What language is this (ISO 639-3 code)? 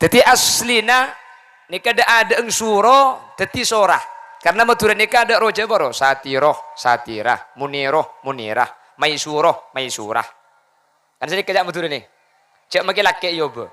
mad